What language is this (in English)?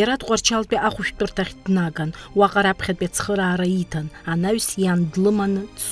Abkhazian